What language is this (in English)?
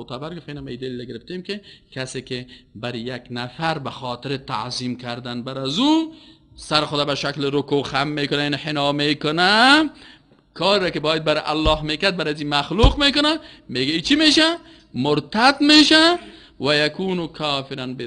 Persian